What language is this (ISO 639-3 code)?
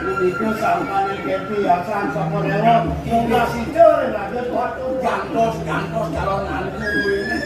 ban